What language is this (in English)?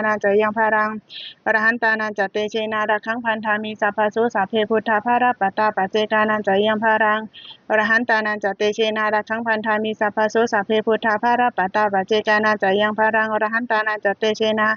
Pali